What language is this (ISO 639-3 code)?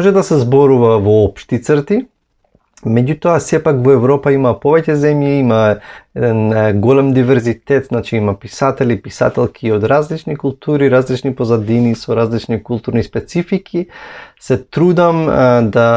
mkd